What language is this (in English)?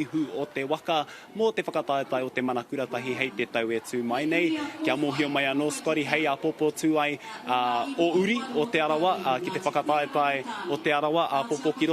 Māori